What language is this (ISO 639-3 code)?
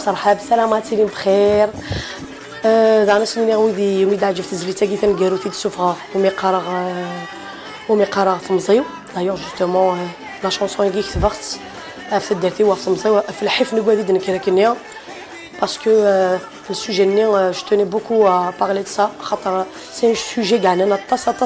kab